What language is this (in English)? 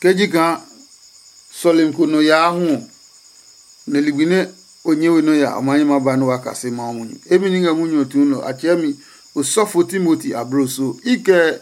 Adangme